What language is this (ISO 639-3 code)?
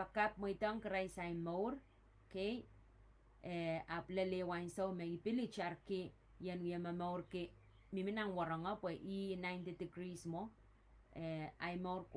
pon